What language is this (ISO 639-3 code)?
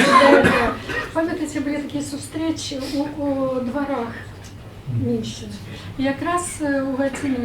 bel